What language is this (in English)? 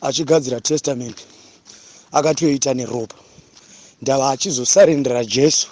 Shona